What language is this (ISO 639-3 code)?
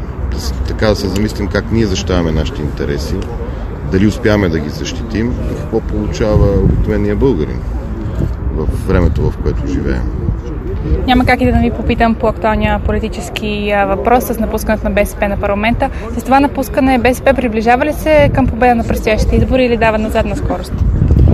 bul